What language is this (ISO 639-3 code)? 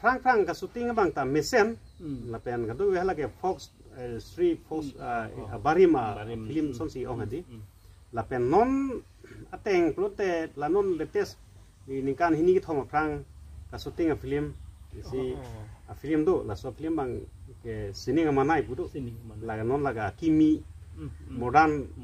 mjw